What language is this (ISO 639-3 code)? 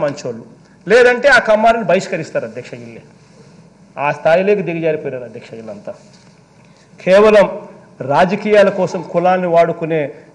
tel